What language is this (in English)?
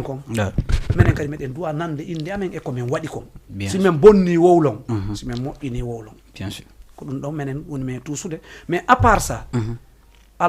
Fula